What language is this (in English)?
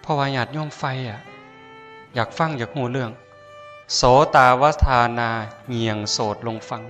Northeastern Thai